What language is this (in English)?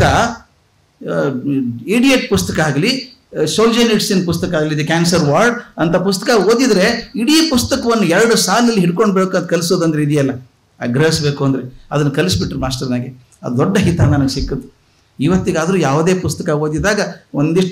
Kannada